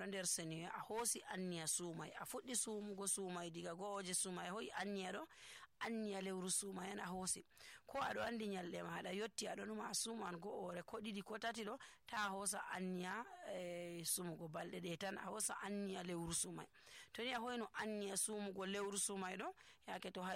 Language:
Nigerian Fulfulde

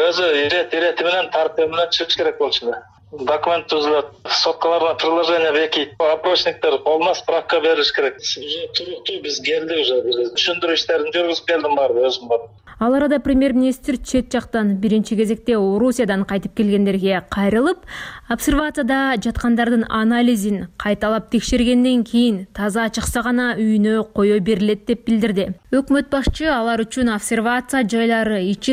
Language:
Kyrgyz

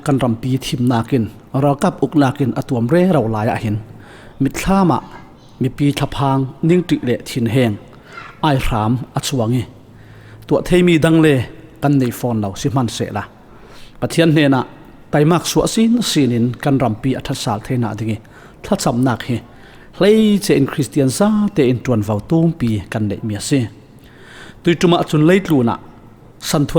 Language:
Falam Chin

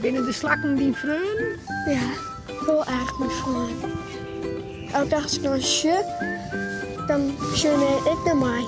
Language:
Western Frisian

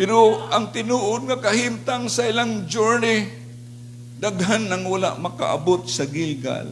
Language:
Cebuano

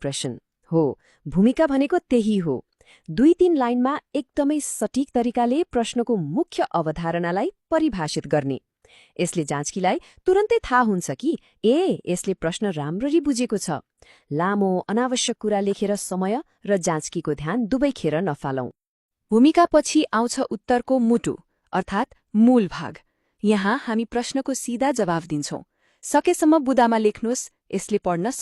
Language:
Nepali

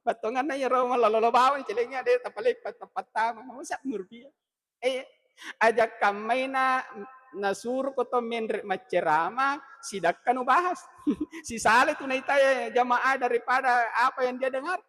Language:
Buginese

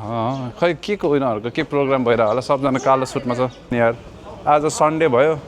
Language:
Nepali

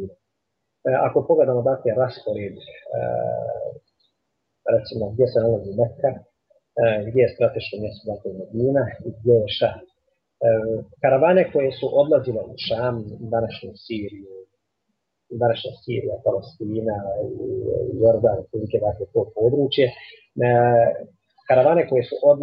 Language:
Bosnian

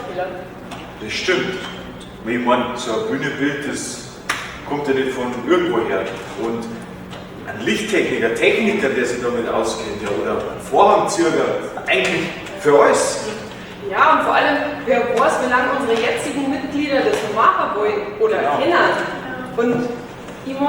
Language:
Bavarian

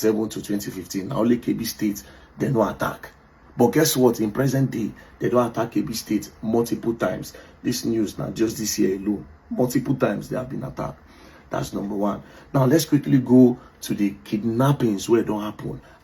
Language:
Nigerian Pidgin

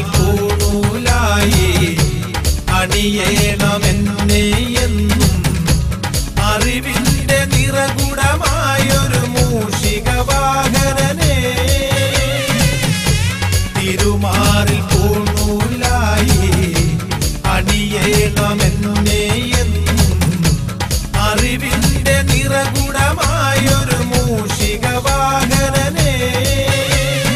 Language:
Malayalam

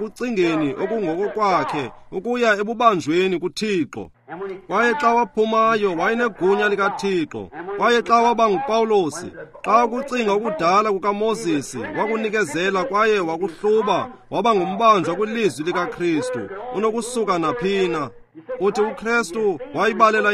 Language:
Xhosa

